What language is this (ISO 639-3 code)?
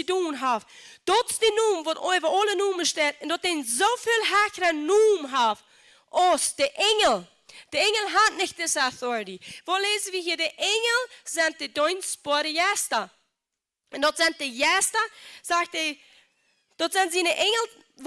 pdt